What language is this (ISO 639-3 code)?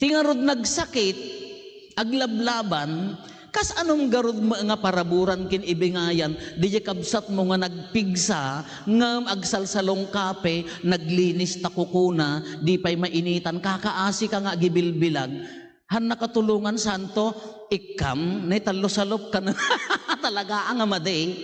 ilo